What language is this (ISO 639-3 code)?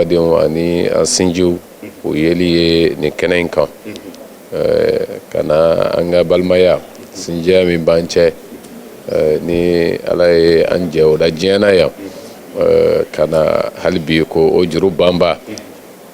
bam